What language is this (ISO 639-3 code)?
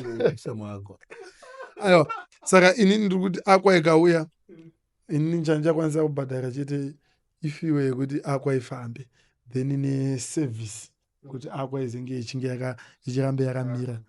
sna